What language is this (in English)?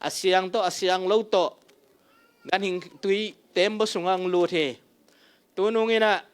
Tedim Chin